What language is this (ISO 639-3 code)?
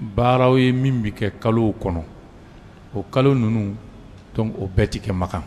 bam